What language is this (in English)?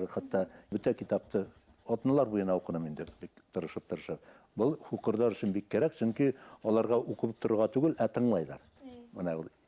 Bashkir